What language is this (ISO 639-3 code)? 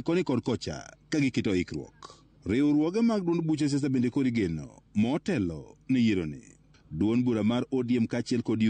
luo